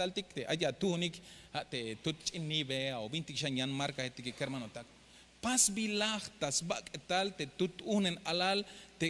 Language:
Tzeltal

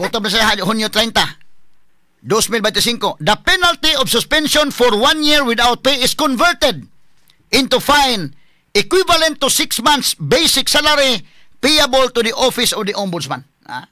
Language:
Cebuano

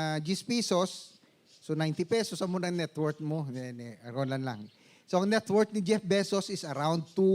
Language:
Hiligaynon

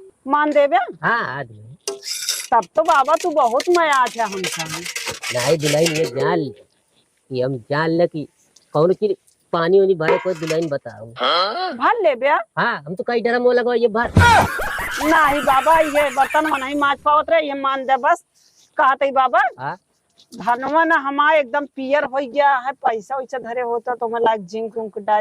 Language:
Awadhi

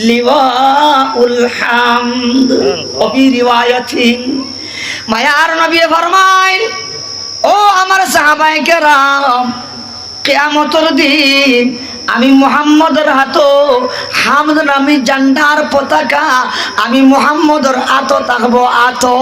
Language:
Sylheti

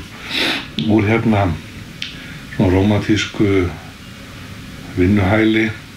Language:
Icelandic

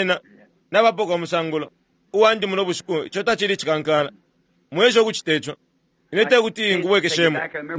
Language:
Bemba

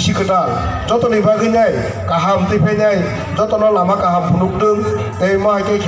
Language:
Kok Borok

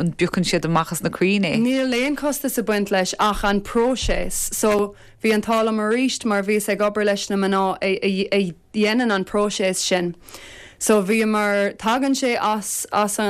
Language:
Irish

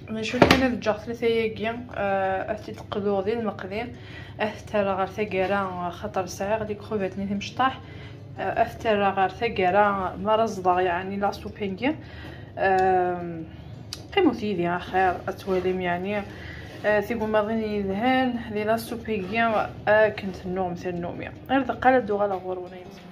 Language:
Kabyle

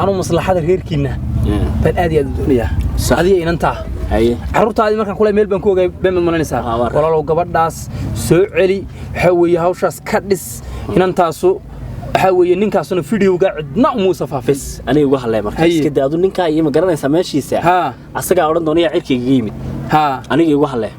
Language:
Somali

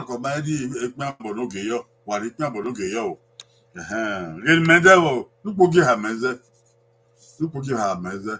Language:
Bini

